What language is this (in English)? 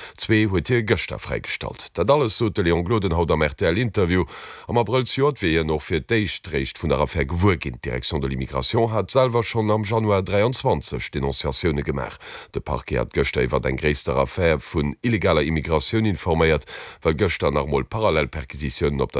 Luxembourgish